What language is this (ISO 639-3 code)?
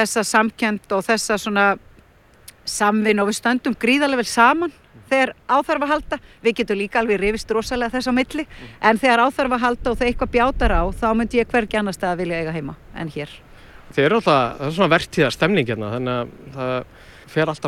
isl